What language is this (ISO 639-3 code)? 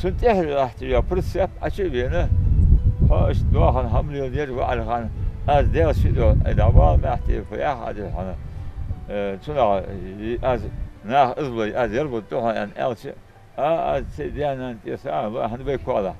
inh